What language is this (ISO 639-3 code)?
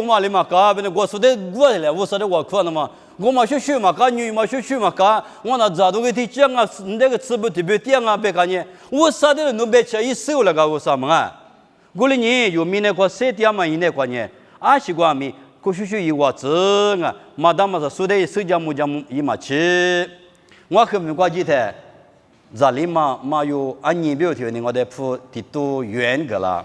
lis